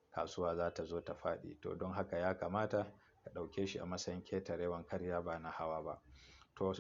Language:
Hausa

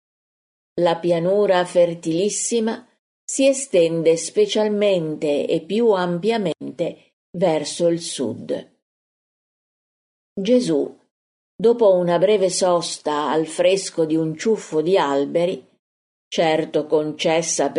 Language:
Italian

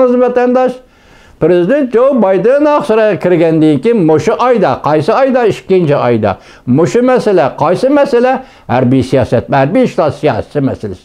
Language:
Uyghur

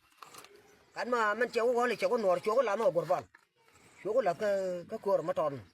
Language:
Nuer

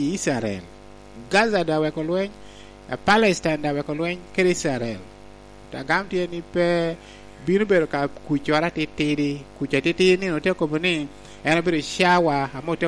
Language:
Lango (Uganda)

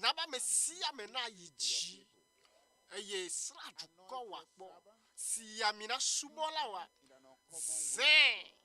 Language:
Ewe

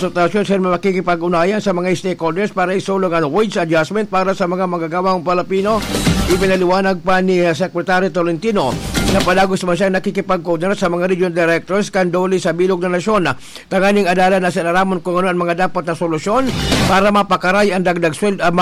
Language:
Bikol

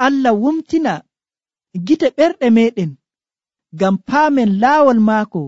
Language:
Nigerian Fulfulde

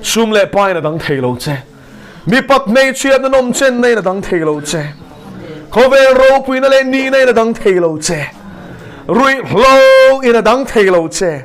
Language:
Mizo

